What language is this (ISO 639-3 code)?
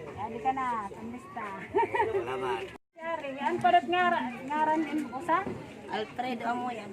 war